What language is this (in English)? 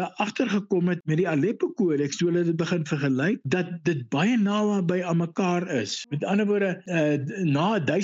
Afrikaans